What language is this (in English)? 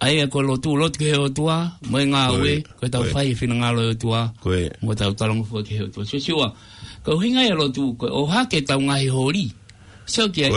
Tongan